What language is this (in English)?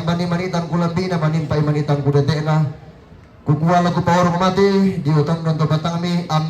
Toraja-Sa'dan